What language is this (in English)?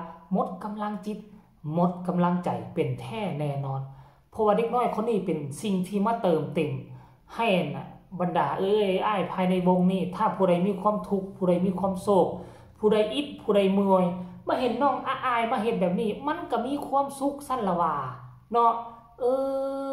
Northeastern Thai